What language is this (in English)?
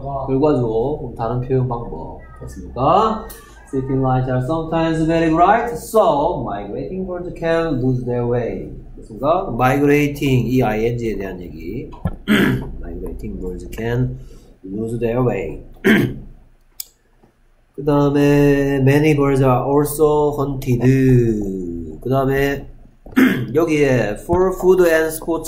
Korean